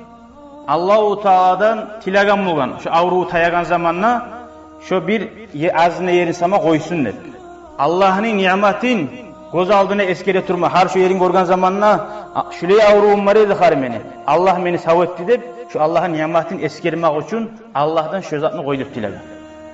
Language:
Kumyk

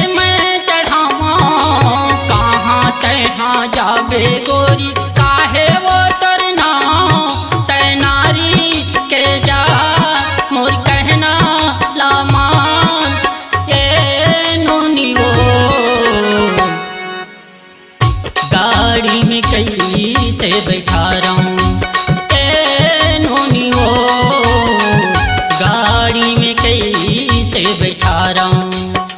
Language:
Chhattisgarhi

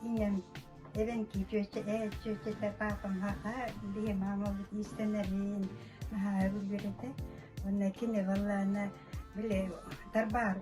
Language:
Yakut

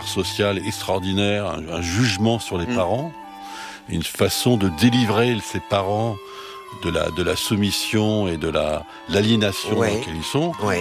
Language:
French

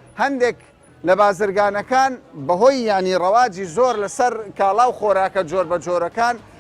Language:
Central Kurdish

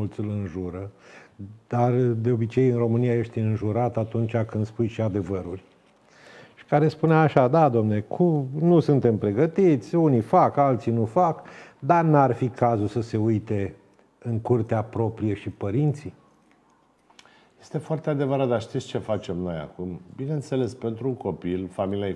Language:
Romanian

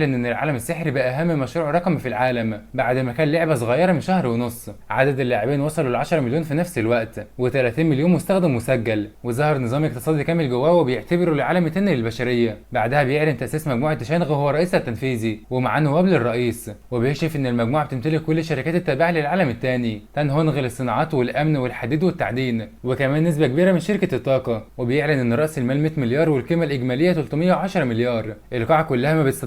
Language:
Egyptian Arabic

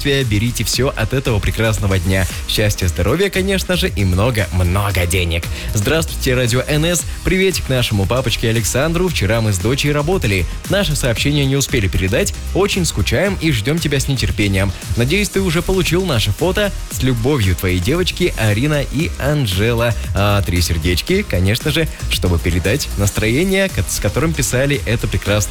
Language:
Russian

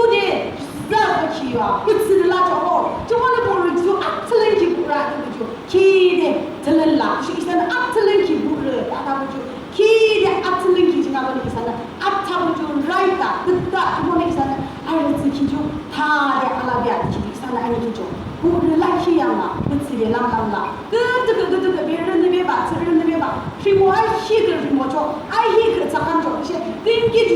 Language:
Yimchungru Naga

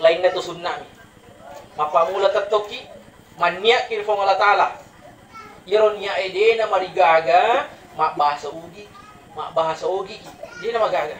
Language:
Buginese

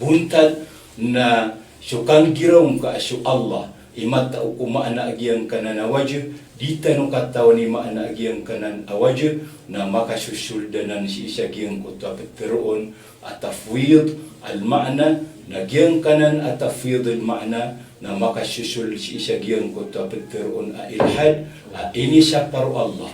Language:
Maranao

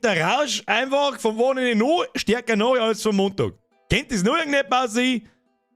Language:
Bavarian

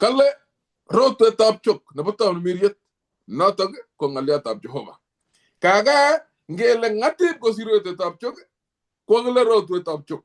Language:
Kalenjin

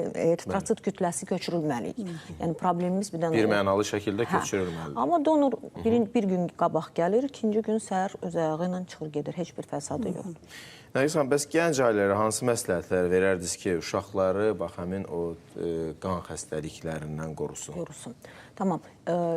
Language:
Azerbaijani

